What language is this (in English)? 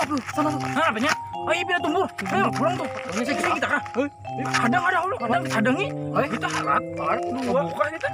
Banjar